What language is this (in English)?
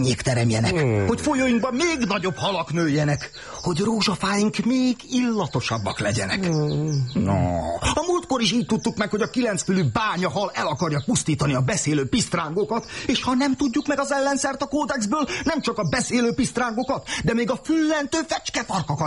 Hungarian